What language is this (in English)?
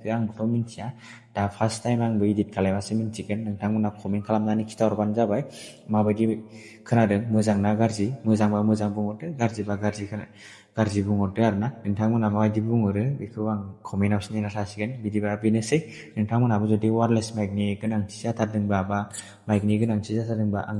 Bodo